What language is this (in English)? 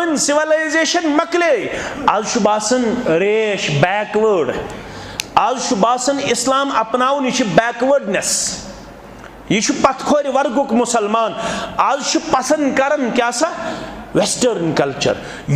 Kashmiri